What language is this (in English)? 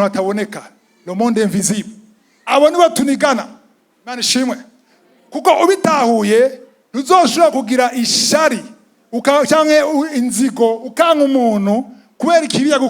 Rundi